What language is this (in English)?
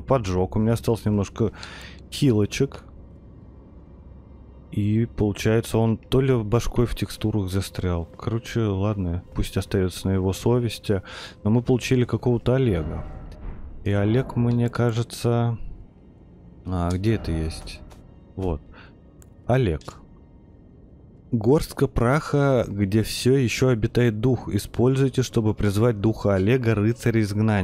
Russian